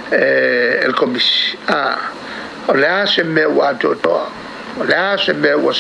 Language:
Samoan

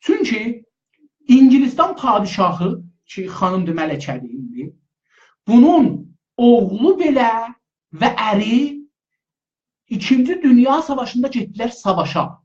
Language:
South Azerbaijani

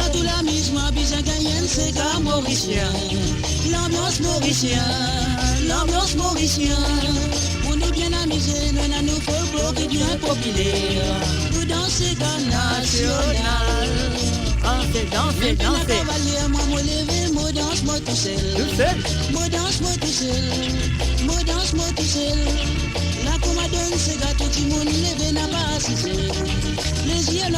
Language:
Morisyen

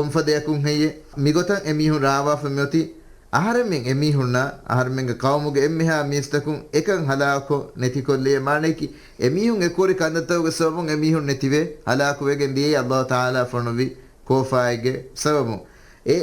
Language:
Divehi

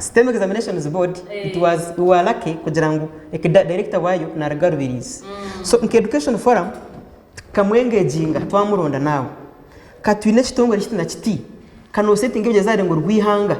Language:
Nyankole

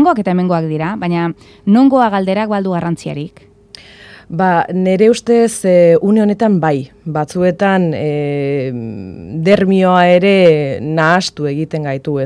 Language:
Basque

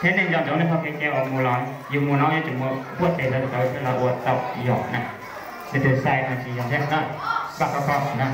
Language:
Hmong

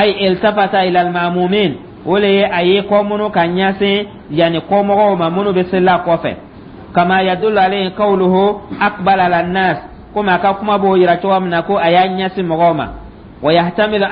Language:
Dyula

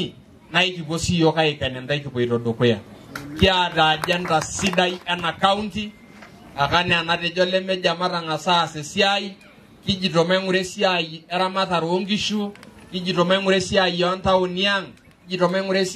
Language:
Masai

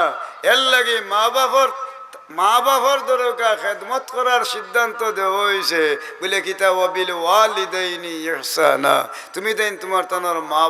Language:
Sylheti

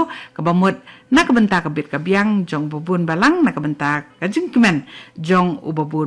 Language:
Khasi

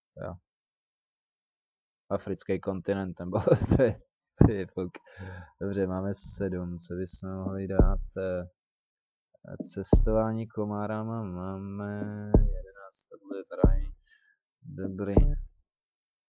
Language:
Czech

